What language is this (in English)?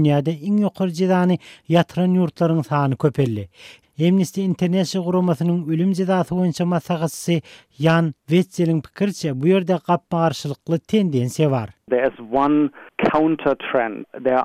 Turkmen